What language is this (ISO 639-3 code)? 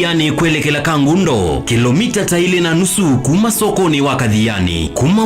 kam